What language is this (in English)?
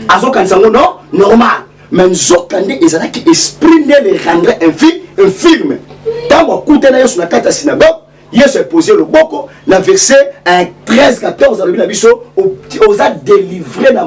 Lingala